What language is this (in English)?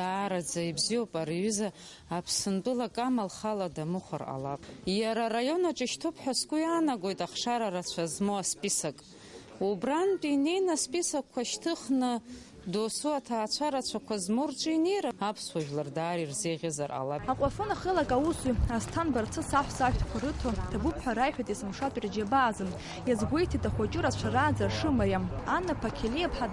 Abkhazian